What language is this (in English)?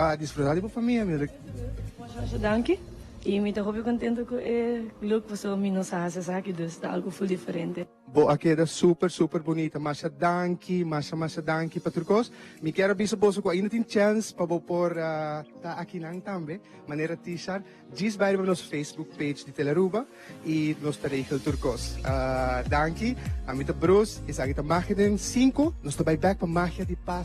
Papiamento